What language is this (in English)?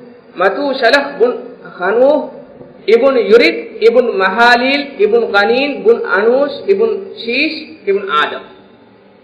Divehi